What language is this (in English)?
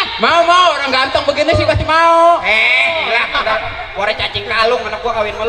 Betawi